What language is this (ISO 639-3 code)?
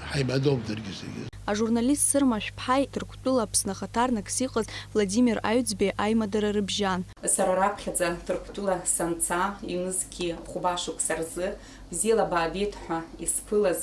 abk